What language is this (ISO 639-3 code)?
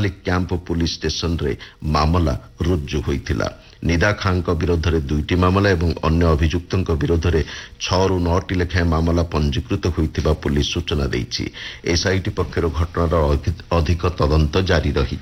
ori